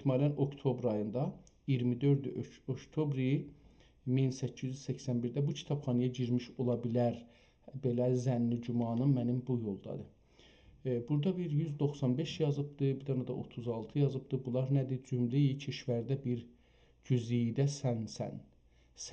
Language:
South Azerbaijani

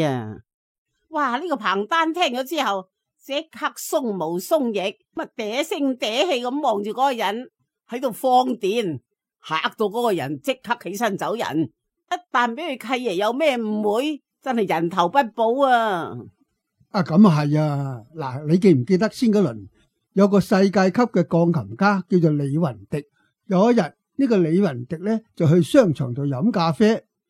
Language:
Cantonese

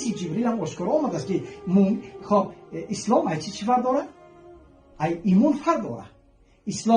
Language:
Tajik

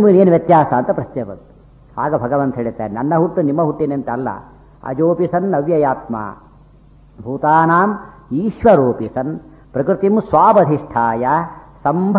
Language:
Kannada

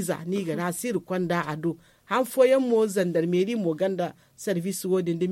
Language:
Zarma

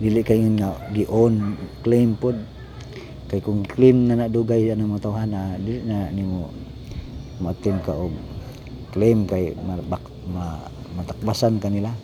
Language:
Cebuano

